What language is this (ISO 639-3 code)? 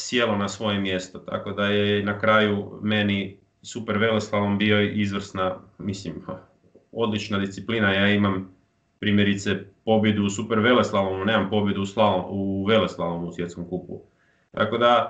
hrv